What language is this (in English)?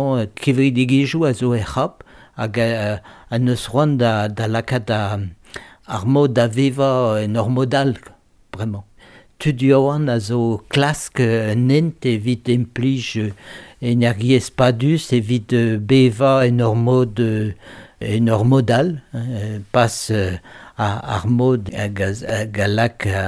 Breton